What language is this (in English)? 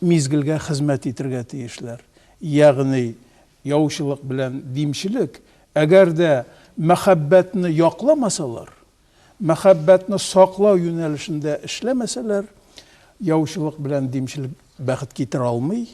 Tatar